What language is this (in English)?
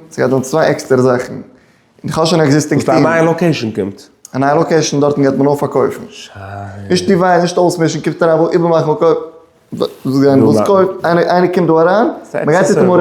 Yiddish